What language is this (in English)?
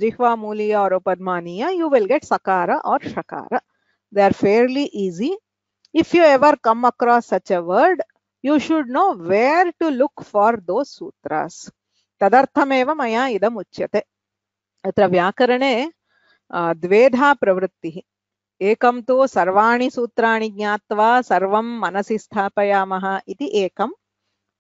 Sanskrit